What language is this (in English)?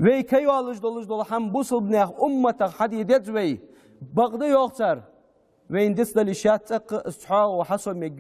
Ingush